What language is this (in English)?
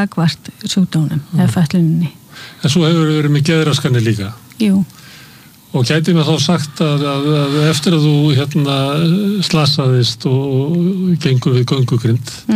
Icelandic